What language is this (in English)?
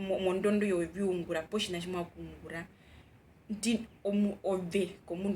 Herero